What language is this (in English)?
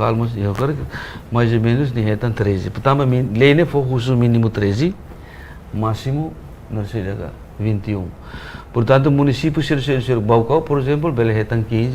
Tetum